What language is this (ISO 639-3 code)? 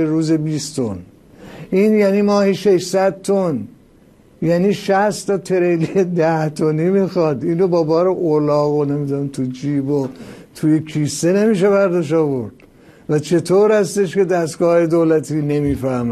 fas